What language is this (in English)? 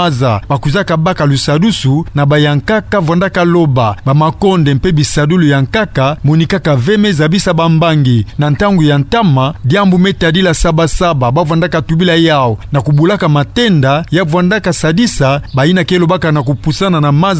Kituba (Democratic Republic of Congo)